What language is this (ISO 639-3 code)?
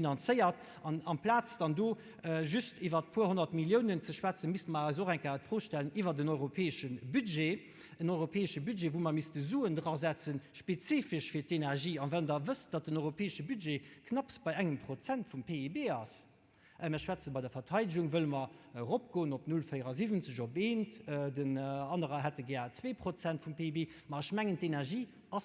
ltz